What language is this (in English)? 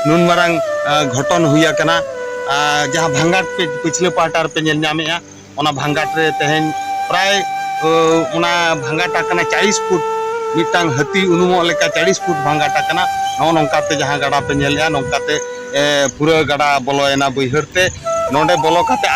Santali